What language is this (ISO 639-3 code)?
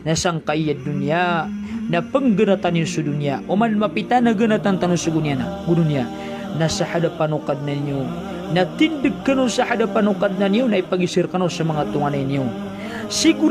mrw